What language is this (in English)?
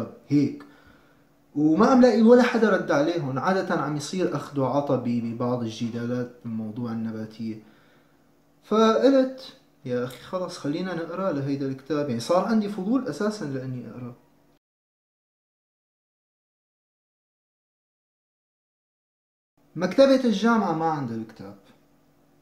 North Levantine Arabic